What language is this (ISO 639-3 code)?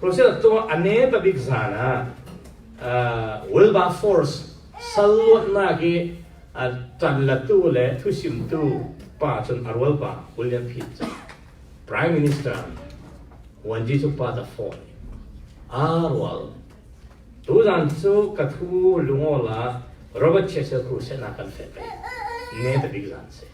cfm